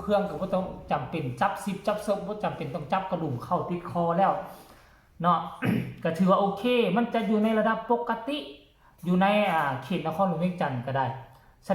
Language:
Northeastern Thai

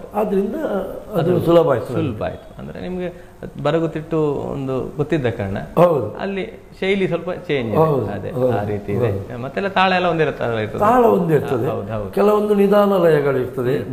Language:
Kannada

